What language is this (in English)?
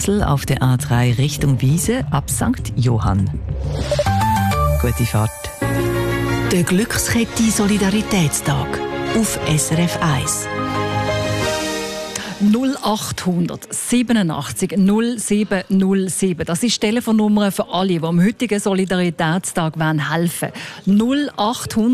German